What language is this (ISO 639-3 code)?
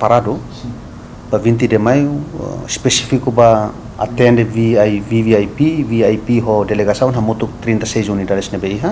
tet